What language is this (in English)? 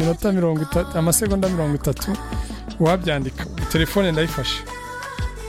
Kinyarwanda